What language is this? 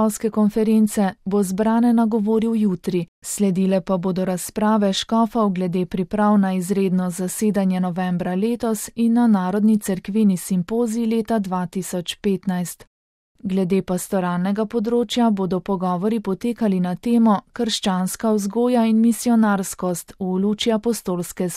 Slovenian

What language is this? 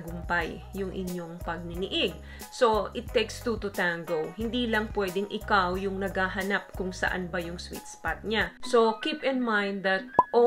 Filipino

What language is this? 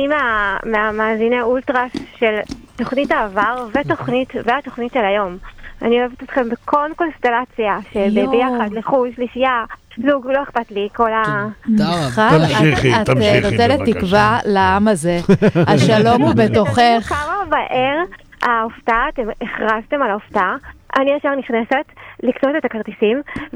Hebrew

